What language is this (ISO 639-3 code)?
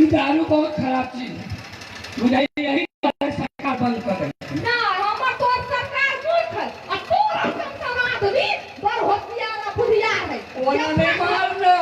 mai